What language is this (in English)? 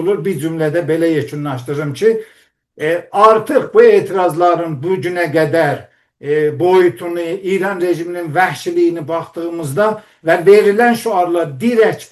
South Azerbaijani